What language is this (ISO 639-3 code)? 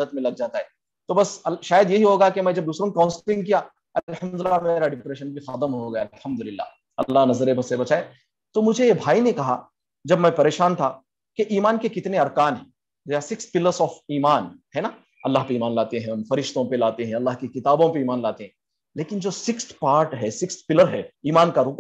urd